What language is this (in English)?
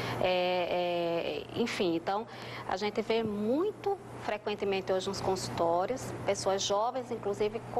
Portuguese